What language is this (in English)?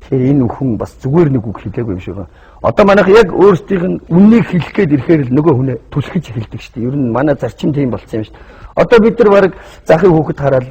Mongolian